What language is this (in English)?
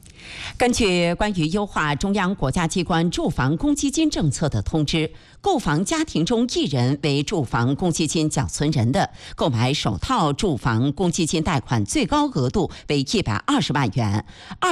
Chinese